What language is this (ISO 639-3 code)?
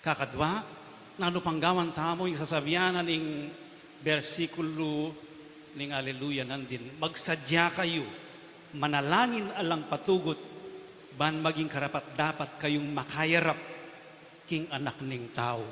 pam